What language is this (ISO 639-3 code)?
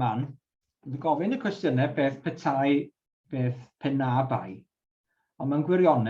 cym